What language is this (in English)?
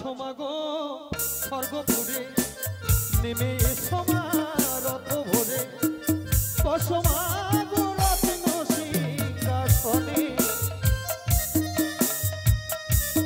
Bangla